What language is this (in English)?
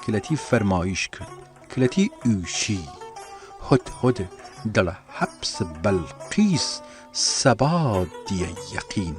Southern Kurdish